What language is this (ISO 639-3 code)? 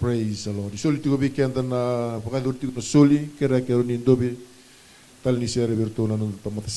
fij